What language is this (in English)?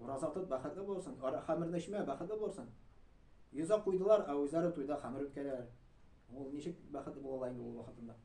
Tatar